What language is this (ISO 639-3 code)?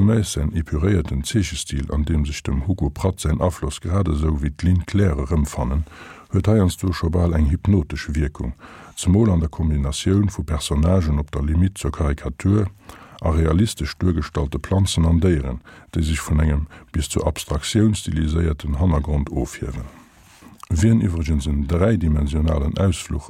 ltz